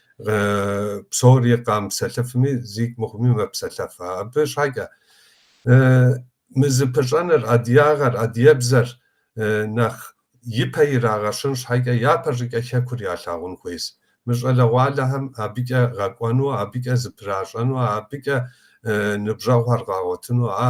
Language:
Kabardian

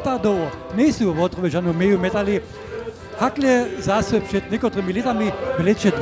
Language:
Upper Sorbian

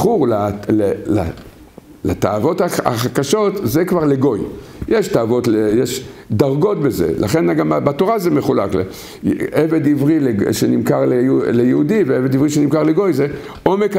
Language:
Hebrew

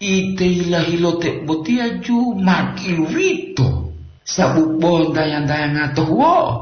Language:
Gorontalo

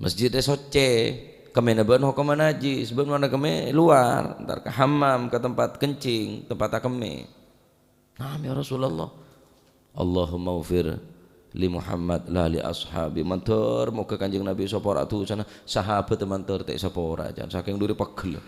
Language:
Madurese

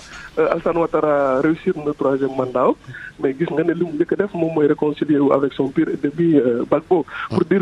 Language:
Wolof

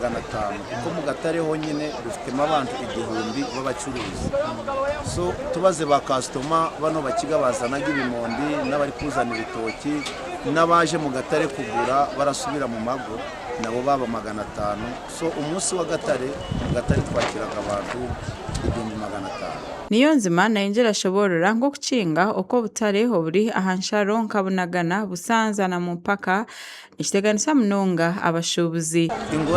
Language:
Nyankole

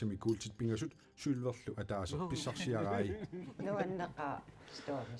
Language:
Kalaallisut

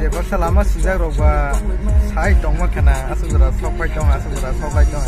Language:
Kok Borok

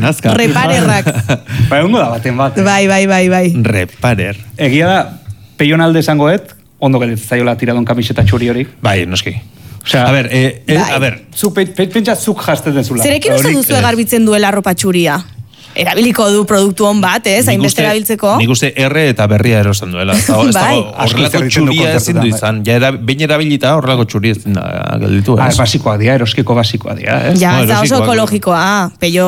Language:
Basque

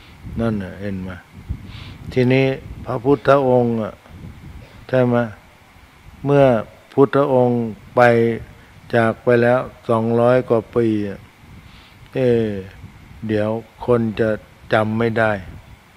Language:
Thai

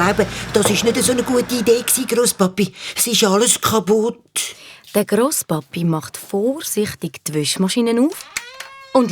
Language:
Swiss German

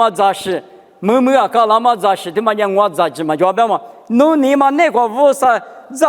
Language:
Lisu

